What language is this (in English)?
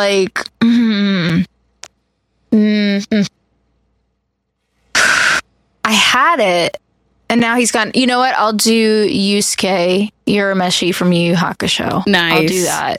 English